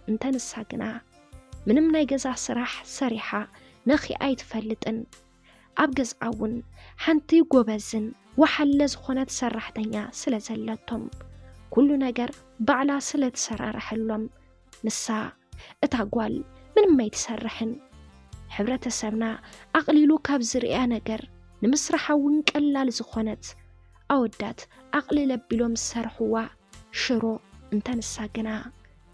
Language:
Tigrinya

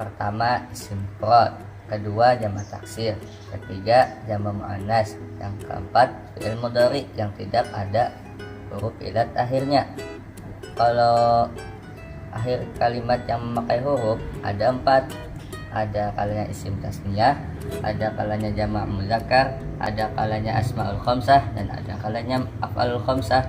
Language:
Banjar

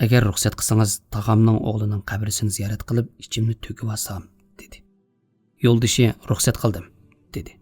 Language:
Uyghur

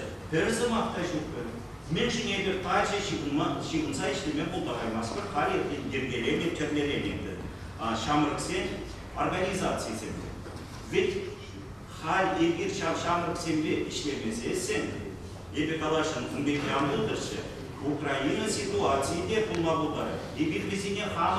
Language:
Chuvash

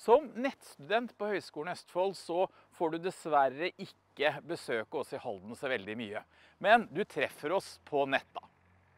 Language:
Norwegian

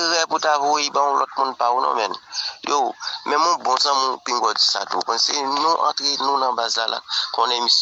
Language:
Haitian Creole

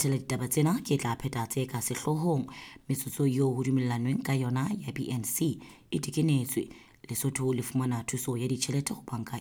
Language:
Southern Sotho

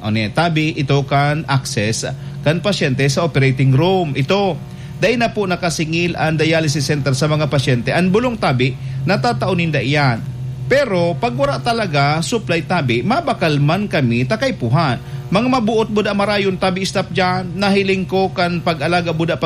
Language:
Bikol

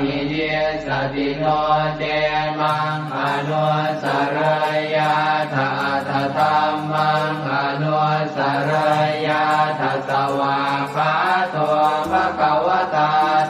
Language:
Pali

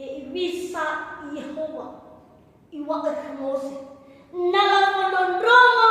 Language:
Nias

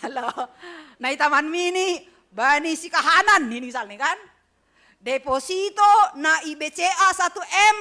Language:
Batak Simalungun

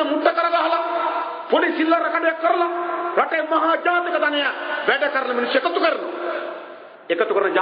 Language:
Sinhala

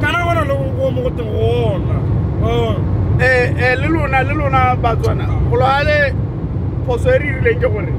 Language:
Tswana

